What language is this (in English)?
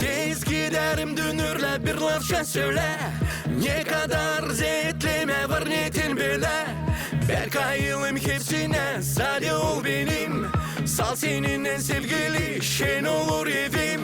Gagauz